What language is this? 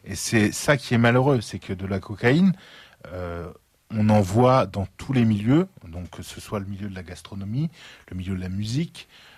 French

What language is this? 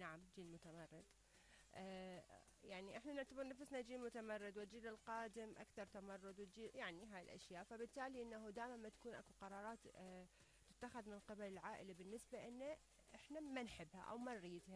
Mesopotamian Arabic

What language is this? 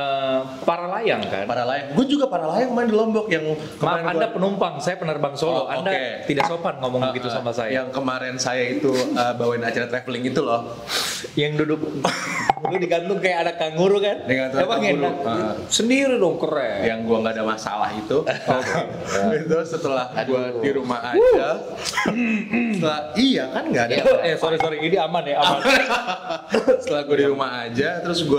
Indonesian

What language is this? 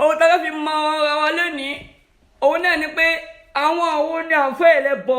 Yoruba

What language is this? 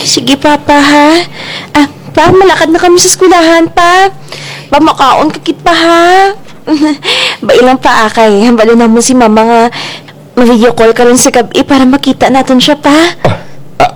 Kinaray-a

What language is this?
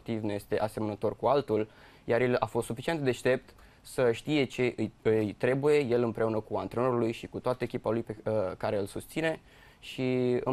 Romanian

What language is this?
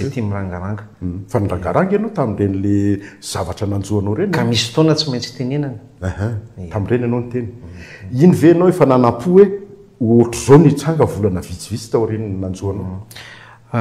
Malagasy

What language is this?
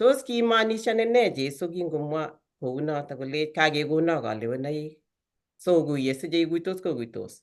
Kalenjin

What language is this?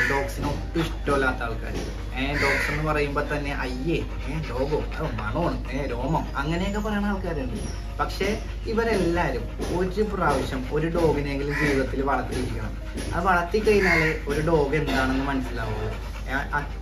Malayalam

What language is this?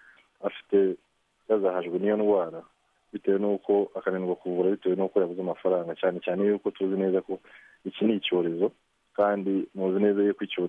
Kinyarwanda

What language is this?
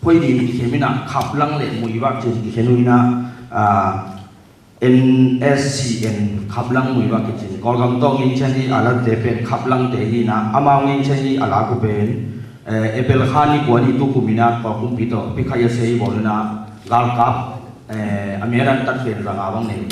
Tedim Chin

